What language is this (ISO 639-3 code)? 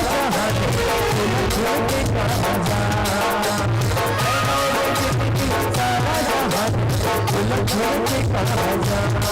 hne